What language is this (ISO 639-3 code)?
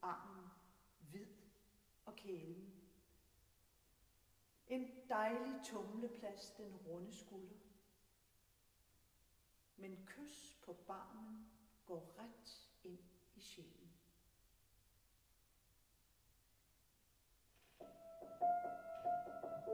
dan